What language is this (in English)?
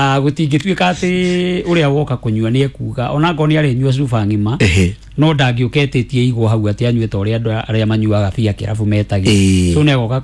Kikuyu